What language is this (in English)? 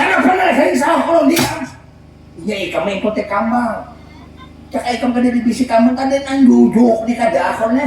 Banjar